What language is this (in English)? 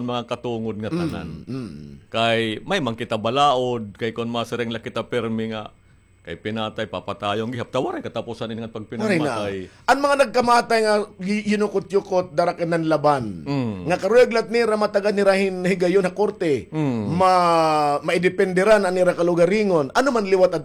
Waray